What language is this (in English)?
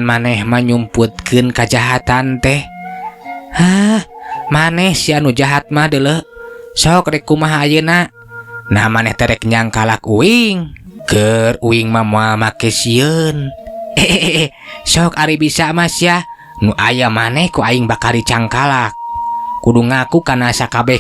Sundanese